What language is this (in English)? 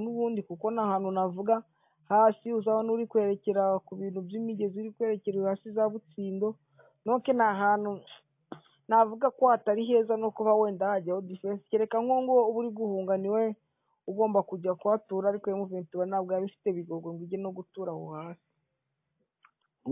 Kinyarwanda